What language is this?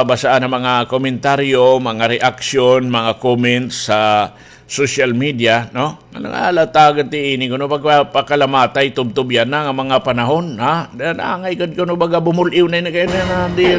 Waray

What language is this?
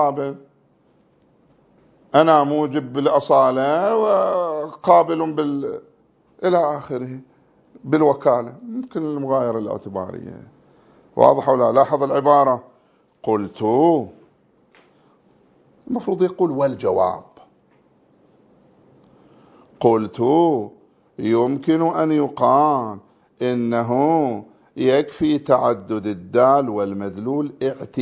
Arabic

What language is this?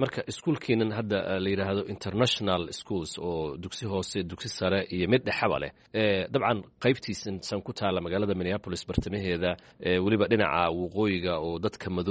Somali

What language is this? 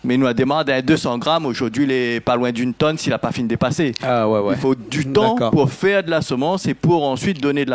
Réunion Creole French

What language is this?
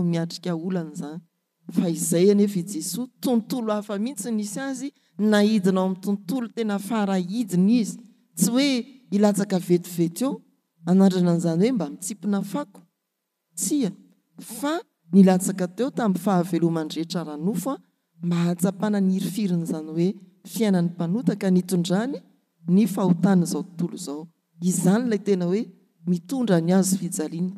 Malagasy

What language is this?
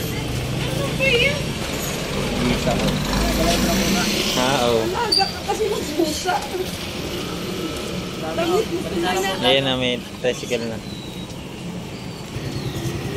Filipino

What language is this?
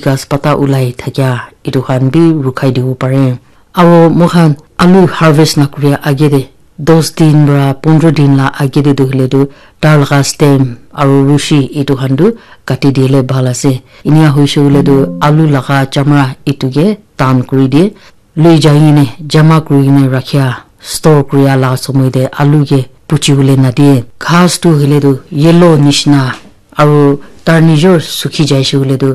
Naga Pidgin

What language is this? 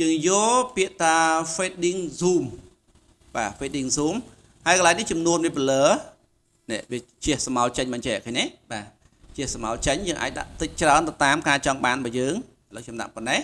Khmer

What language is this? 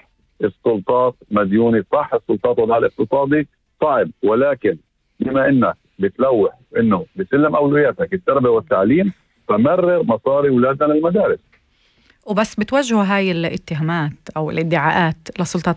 North Levantine Arabic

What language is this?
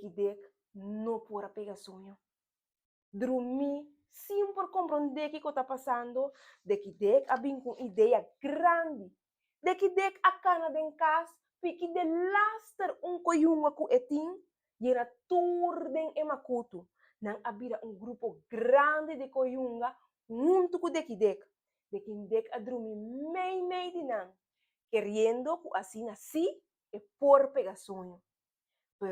Papiamento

